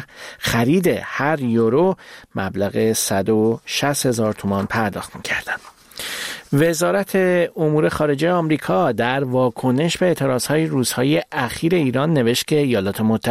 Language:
Persian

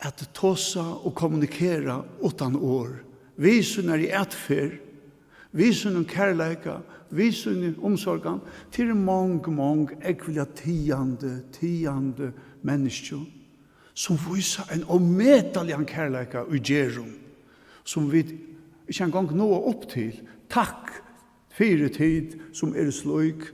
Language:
Faroese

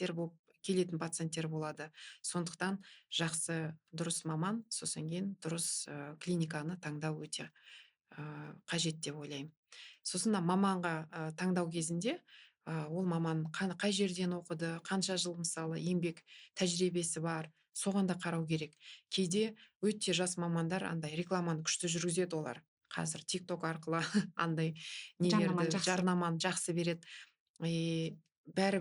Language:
Kazakh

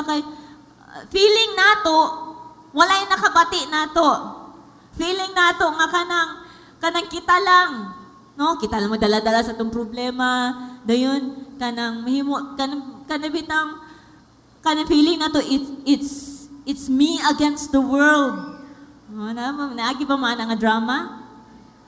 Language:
Cebuano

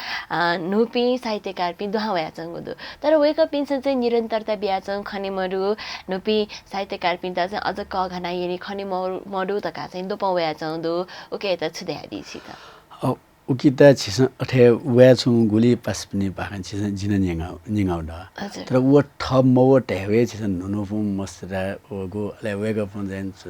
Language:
Newari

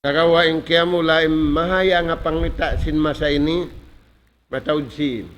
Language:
Tausug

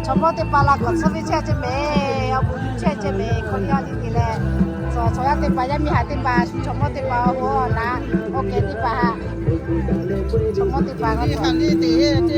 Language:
Lahu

